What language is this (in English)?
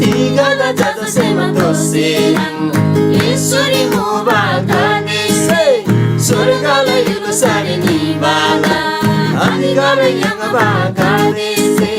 Eastern Tamang